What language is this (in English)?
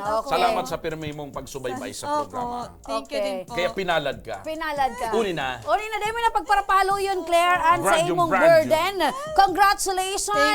Bikol